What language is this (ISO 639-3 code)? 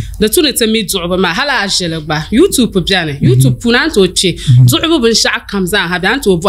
dag